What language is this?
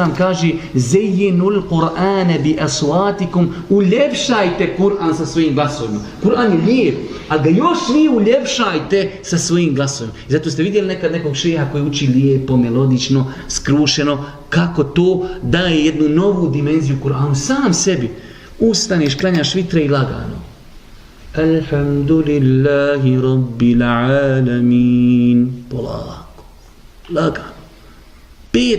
Bosnian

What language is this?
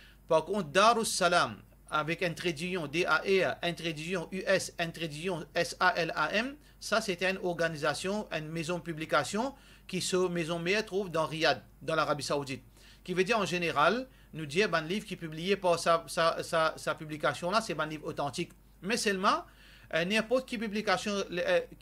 Morisyen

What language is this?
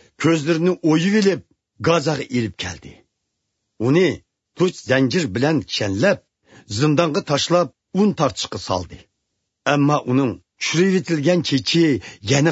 Uyghur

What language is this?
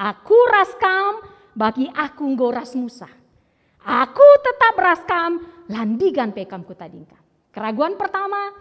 Batak Karo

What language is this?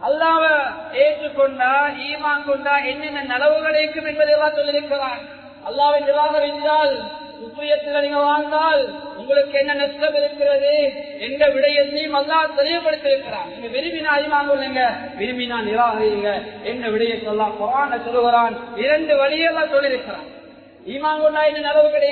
Tamil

